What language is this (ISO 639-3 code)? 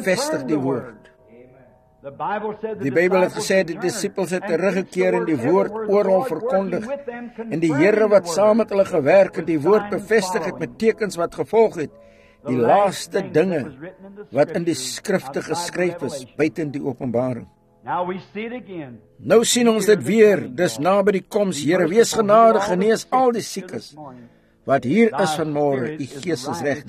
afr